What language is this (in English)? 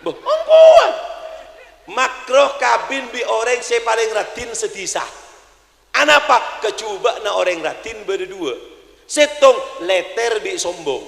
Madurese